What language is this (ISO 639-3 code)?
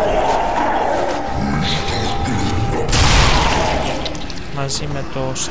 ell